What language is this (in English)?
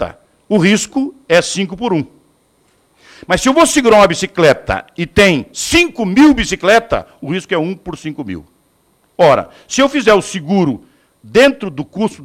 Portuguese